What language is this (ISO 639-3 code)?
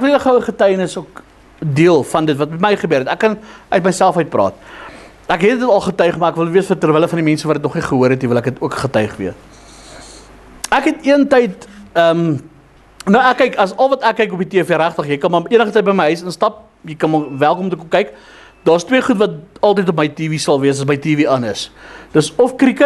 afr